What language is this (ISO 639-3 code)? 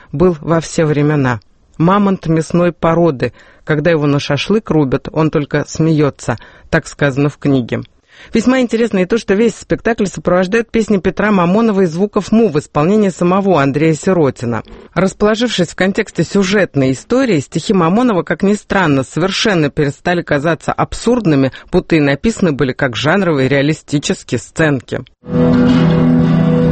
rus